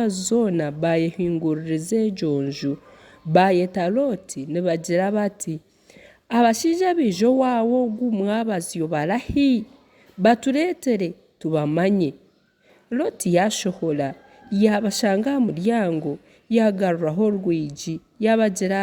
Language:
Nyankole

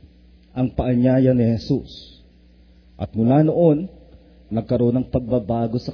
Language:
Filipino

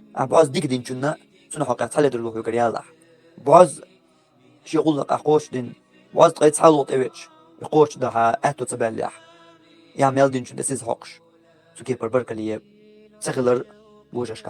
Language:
Chechen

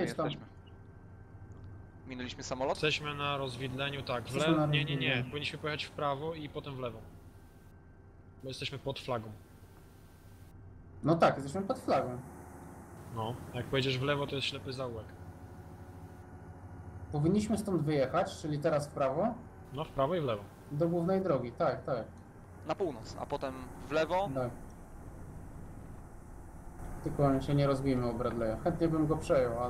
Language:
Polish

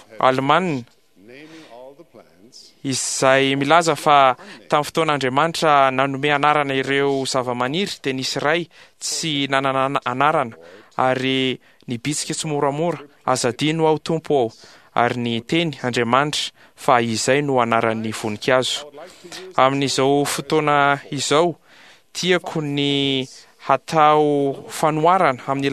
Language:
Malagasy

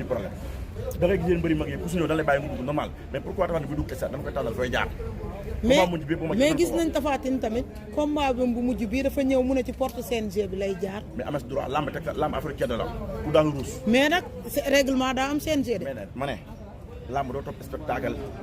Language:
Wolof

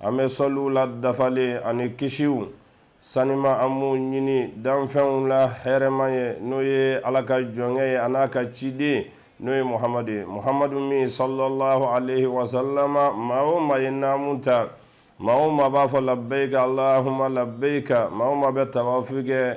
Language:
Bambara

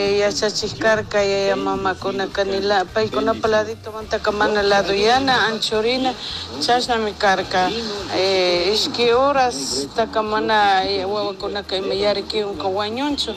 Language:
Chimborazo Highland Quichua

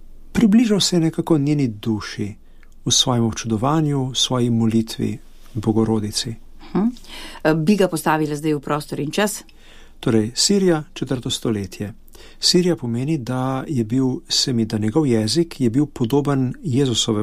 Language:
Slovenian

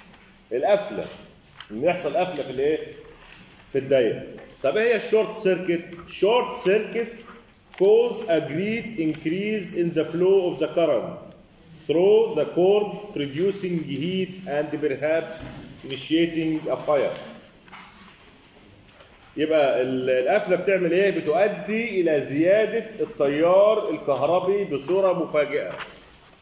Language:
Egyptian Arabic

